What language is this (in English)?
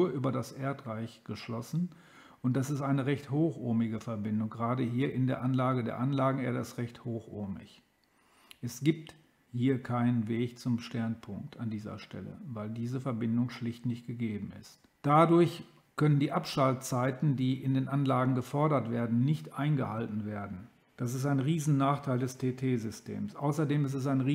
German